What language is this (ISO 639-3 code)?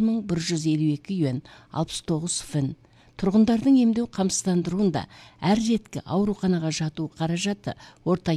kaz